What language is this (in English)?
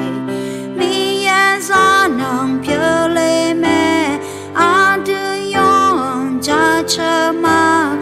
Akha